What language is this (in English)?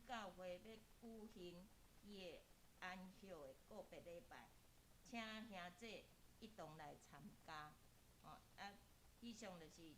Min Nan Chinese